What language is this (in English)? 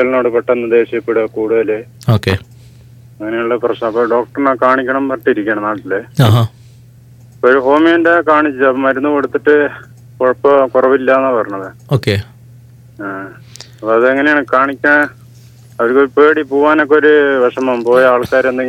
Malayalam